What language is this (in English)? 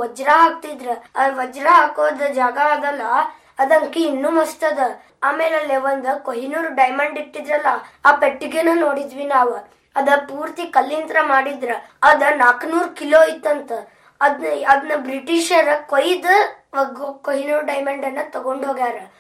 Kannada